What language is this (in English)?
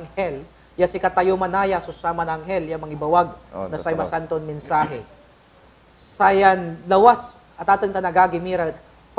Pangasinan